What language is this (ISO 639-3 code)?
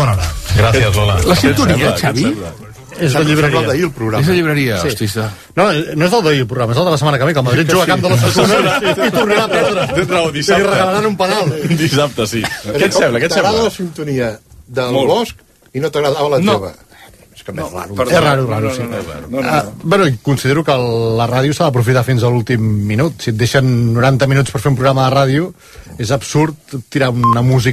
cat